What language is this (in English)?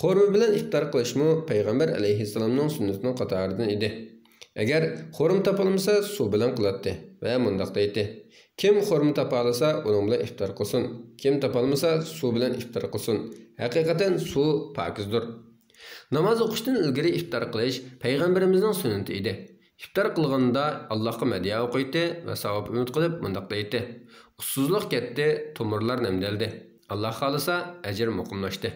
Uyghur